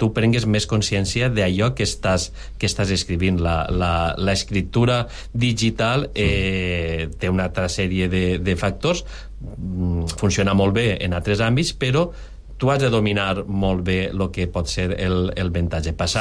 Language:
Catalan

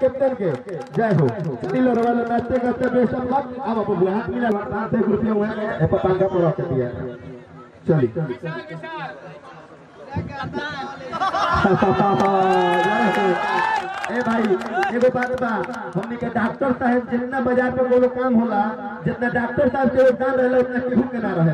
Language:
Bhojpuri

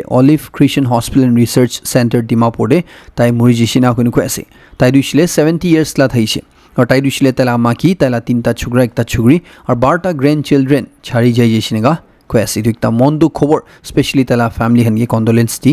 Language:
Naga Pidgin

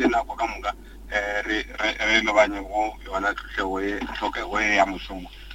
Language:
Northern Sotho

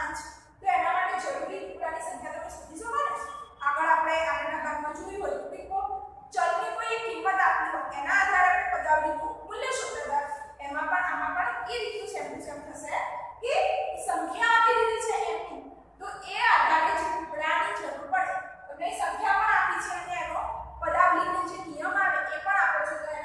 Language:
Gujarati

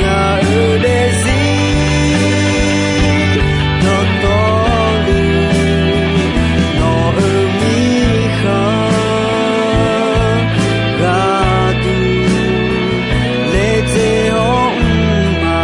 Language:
Akha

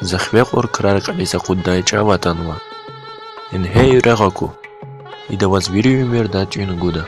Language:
Lezghian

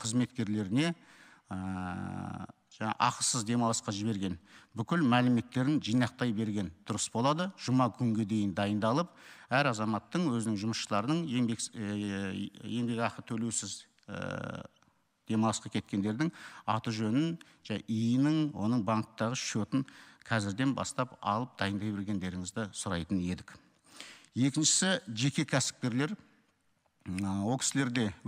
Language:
Kazakh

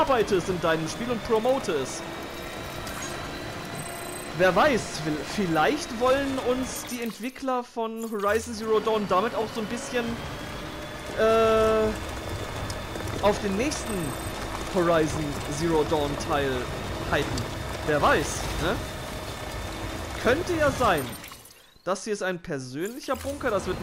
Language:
German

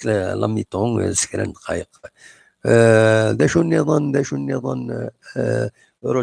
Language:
Kabyle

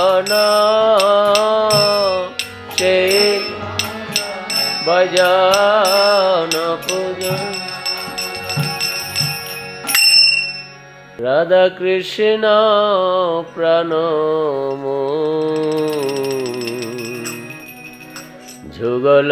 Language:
Bangla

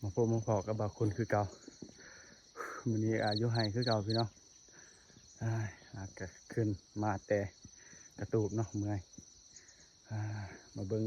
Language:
Lao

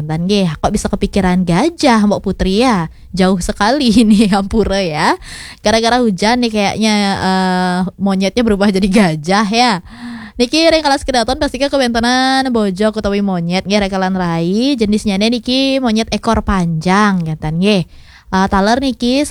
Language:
Balinese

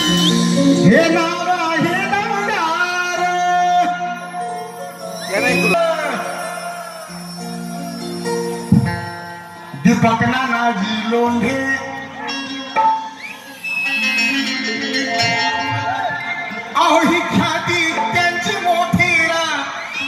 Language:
Marathi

